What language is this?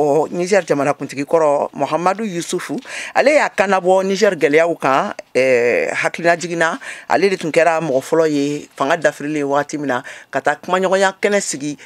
Bambara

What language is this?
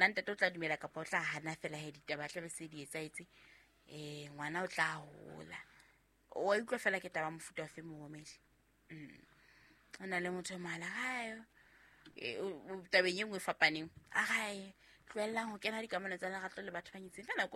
Southern Sotho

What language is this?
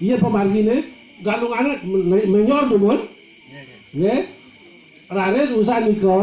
Balinese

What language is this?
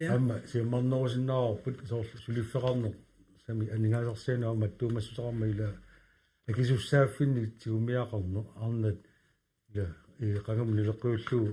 Kalaallisut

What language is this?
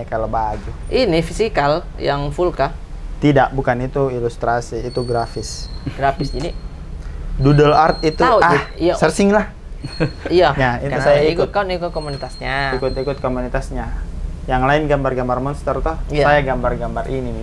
Makassar Malay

